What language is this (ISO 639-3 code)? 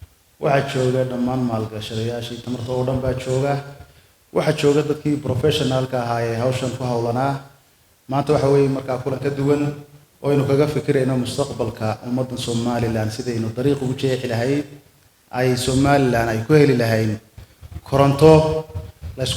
som